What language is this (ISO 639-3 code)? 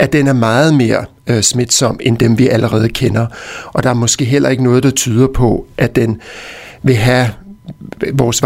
dan